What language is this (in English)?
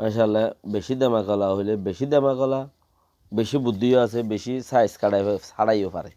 Rohingya